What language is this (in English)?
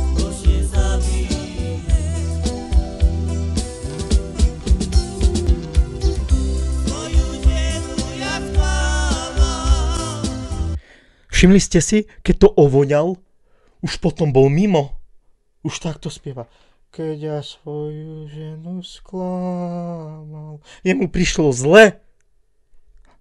Slovak